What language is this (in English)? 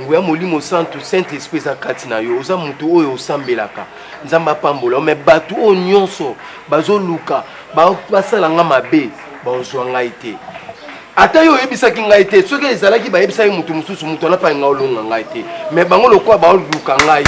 Lingala